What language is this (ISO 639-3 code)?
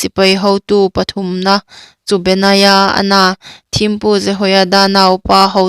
hmr